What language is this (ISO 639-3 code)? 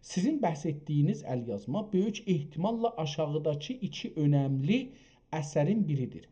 azb